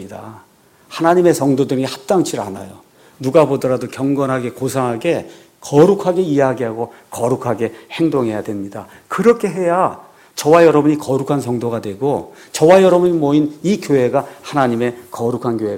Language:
Korean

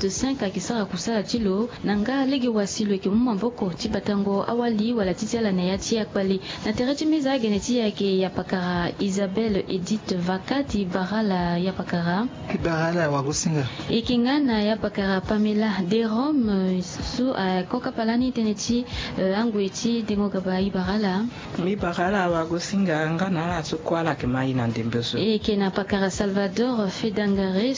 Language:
Sango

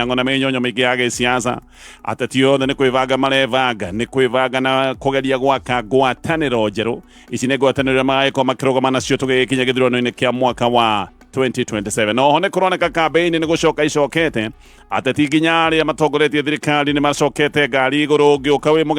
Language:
Kikuyu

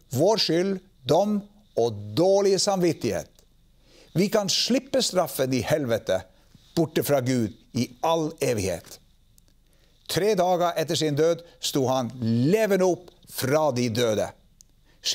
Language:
Norwegian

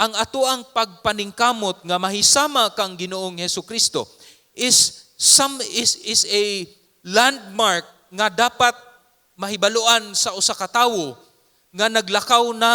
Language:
Cebuano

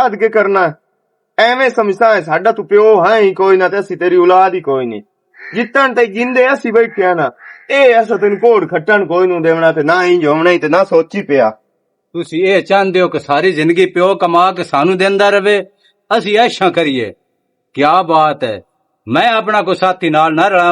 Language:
Western Panjabi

